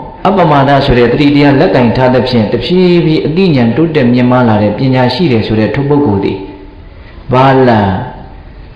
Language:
Burmese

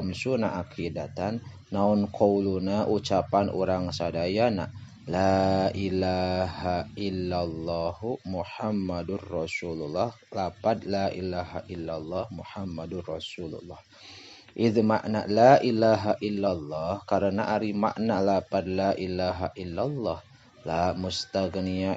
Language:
Sundanese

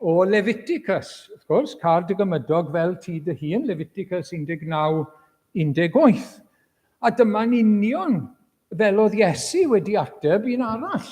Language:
Welsh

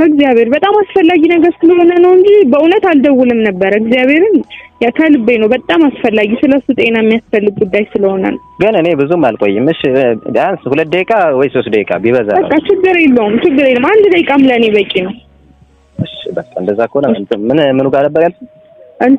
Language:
Amharic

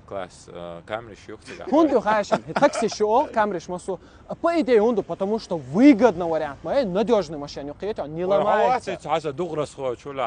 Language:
Chechen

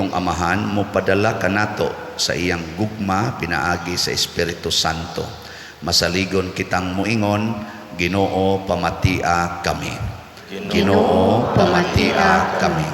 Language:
Cebuano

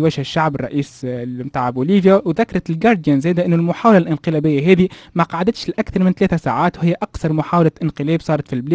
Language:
Tunisian Arabic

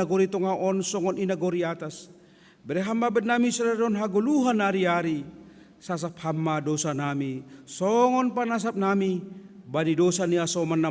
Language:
Batak Simalungun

